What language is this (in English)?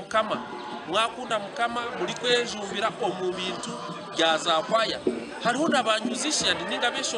Nyankole